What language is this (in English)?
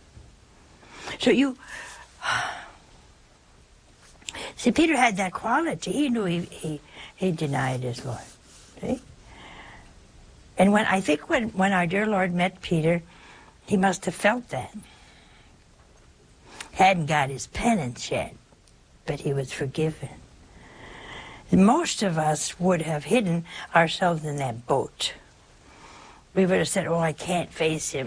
English